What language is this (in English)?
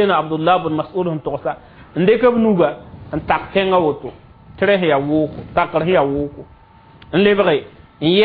Mossi